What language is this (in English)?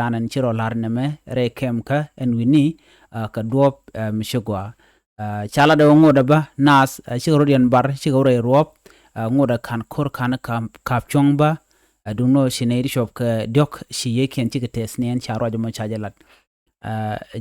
Nuer